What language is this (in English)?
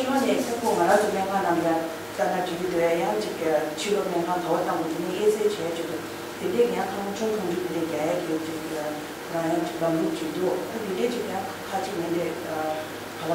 Tibetan